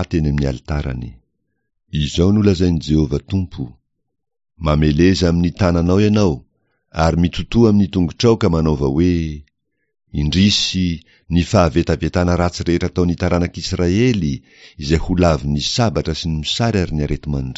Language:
Malagasy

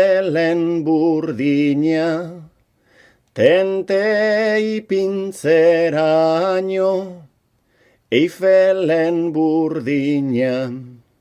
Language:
Basque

